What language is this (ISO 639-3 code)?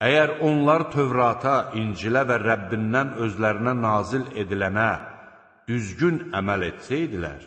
aze